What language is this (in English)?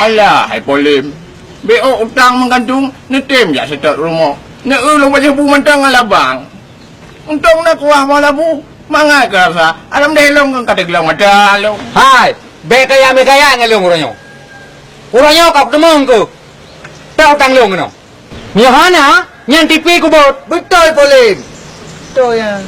Achinese